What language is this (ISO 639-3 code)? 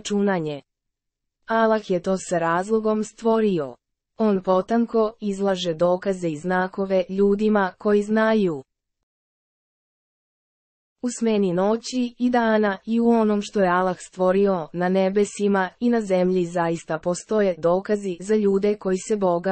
srp